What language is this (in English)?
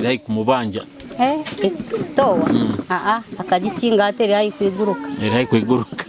Nyoro